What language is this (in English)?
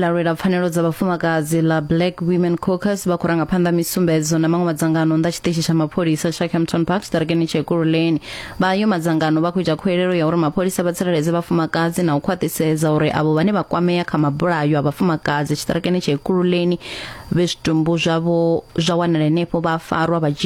Venda